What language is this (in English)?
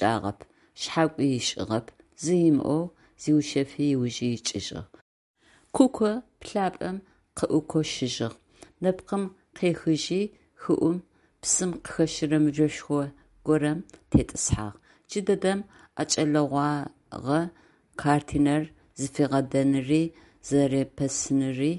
Adyghe